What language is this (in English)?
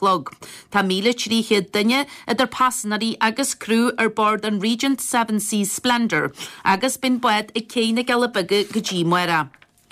Irish